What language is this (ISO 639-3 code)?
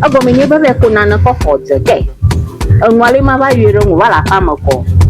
ewe